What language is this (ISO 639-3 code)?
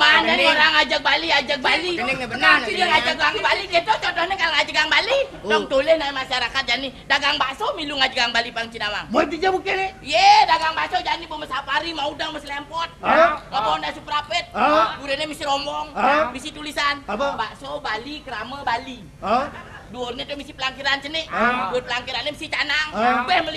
ban